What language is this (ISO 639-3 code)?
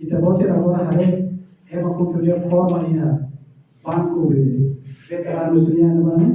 tet